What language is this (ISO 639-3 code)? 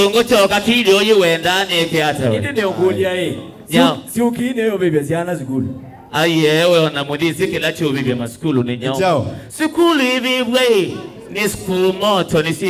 kam